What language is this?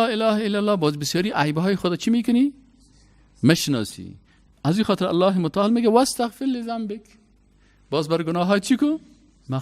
Persian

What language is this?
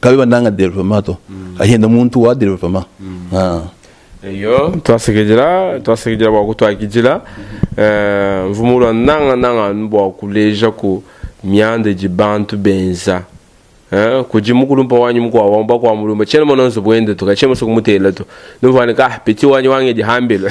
Luba-Lulua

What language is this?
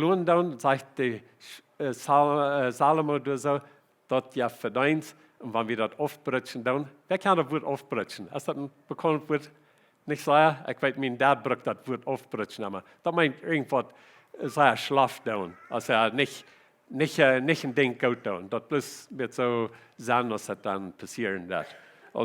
Plautdietsch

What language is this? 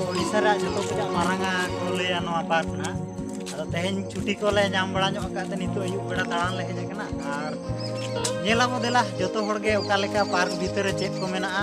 Santali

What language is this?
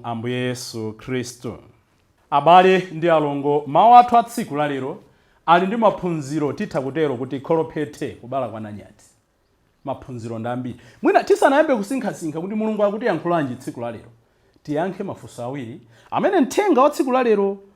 Nyanja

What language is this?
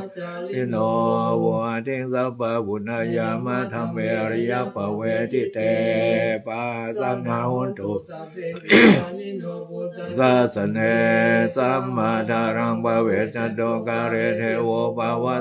Pali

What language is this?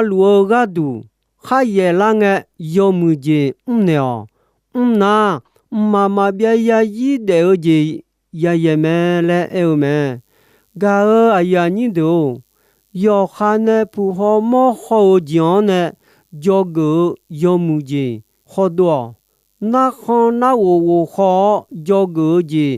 Akha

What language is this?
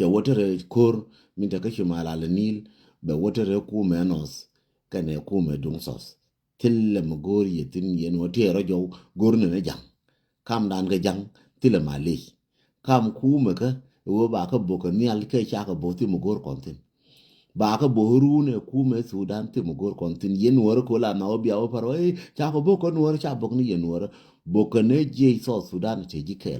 Nuer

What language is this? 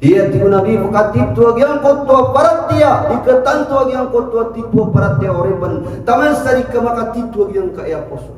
Maranao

